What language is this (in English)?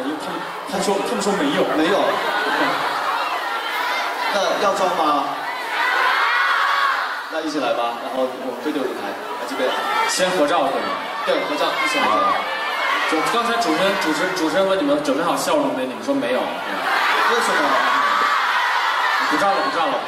Chinese